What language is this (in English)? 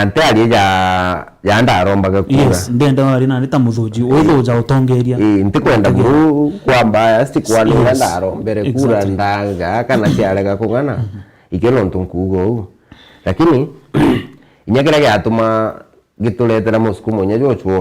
Meru